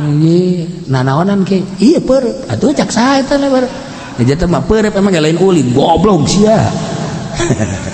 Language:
Sundanese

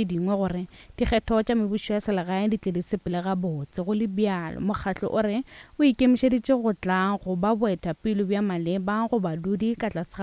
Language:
Northern Sotho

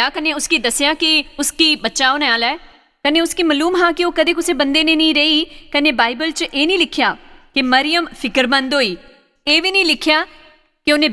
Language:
Dogri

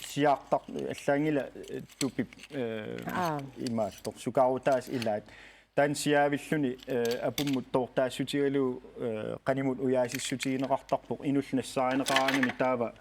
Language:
Kalaallisut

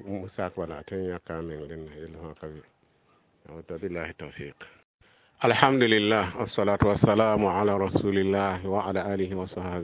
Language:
Mossi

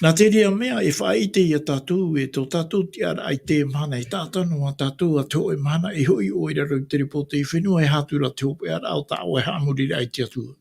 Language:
Tahitian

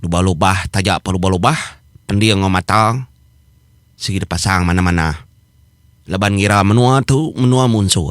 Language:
Iban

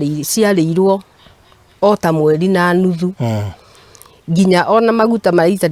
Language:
Kikuyu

